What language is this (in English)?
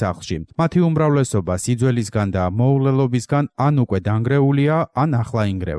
Georgian